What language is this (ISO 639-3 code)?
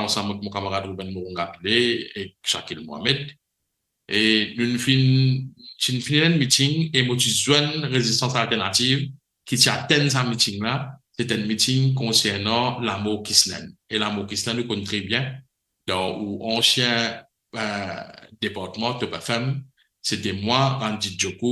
mfe